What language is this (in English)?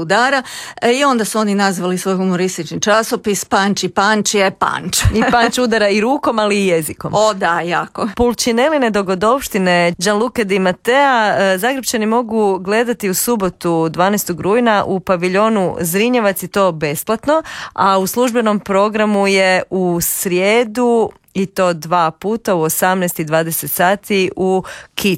Croatian